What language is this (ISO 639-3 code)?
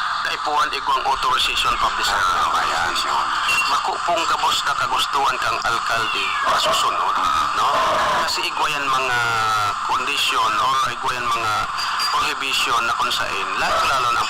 bik